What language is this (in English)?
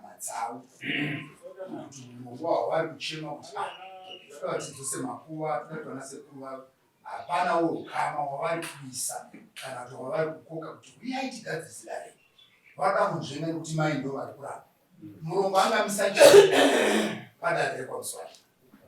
Shona